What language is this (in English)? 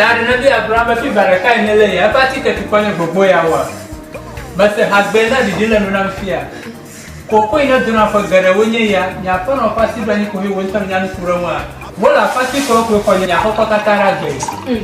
Ewe